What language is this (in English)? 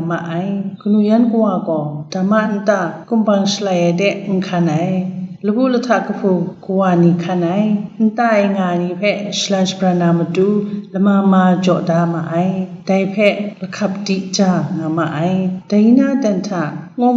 Kachin